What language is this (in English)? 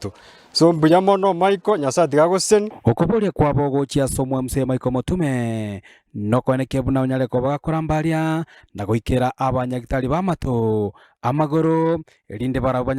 Gusii